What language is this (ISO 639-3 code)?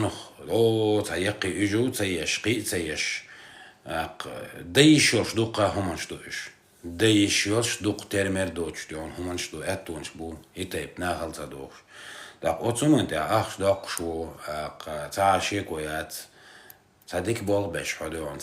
che